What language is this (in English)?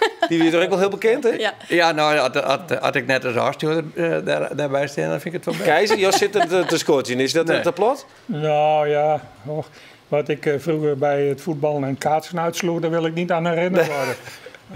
Western Frisian